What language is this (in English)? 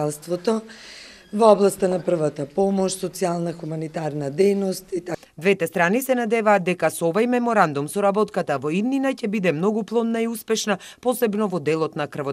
Macedonian